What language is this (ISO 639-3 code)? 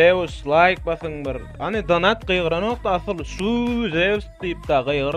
tuk